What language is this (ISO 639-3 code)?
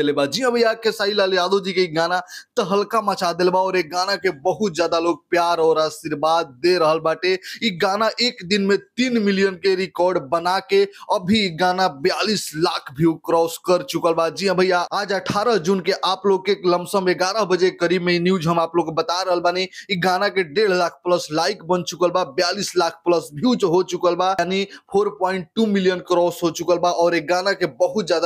bho